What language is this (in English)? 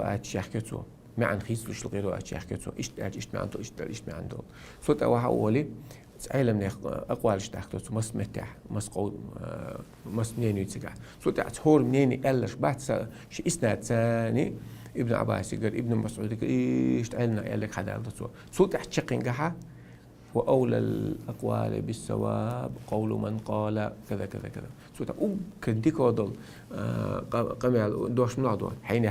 Chechen